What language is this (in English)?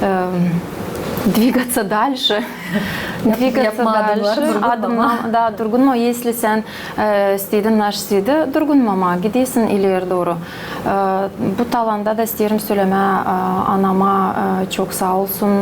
Gagauz